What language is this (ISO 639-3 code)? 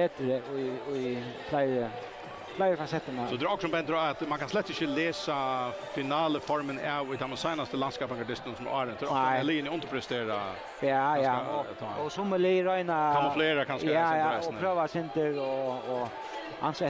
fao